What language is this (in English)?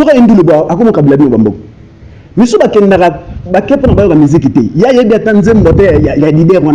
Lingala